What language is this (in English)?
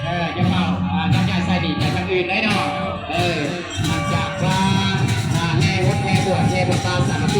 Lao